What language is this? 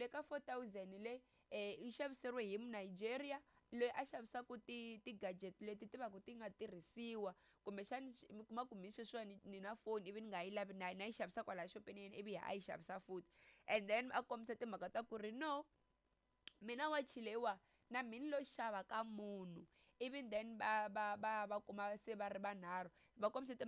Tsonga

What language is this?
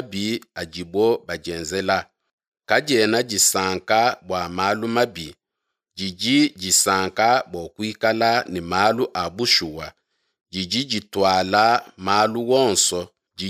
Luba-Lulua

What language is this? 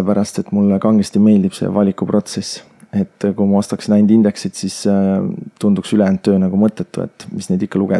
Estonian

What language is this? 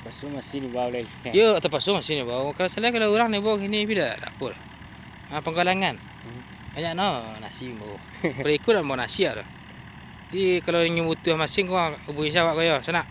Minangkabau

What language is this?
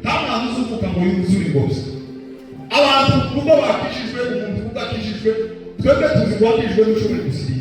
Kinyarwanda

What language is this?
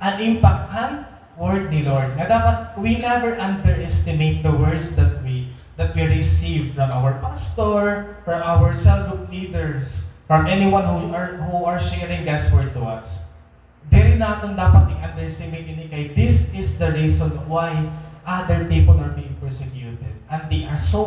Waray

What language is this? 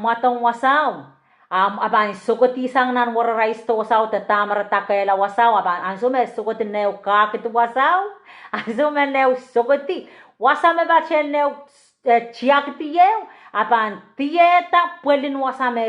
Pohnpeian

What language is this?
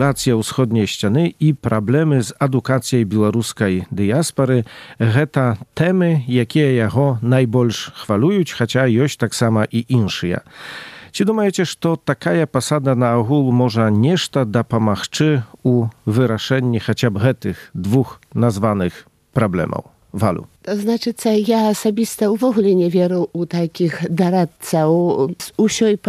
Belarusian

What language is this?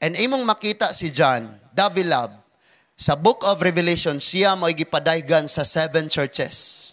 Cebuano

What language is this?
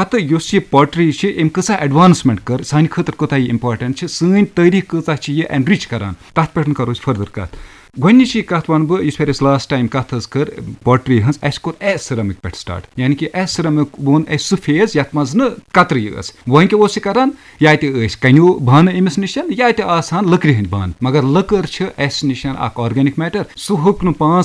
Kashmiri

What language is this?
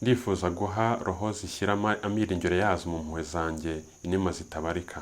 Kinyarwanda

